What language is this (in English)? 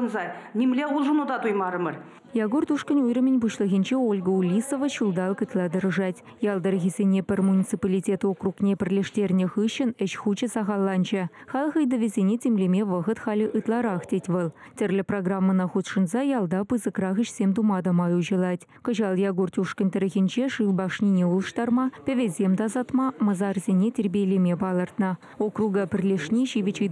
Chuvash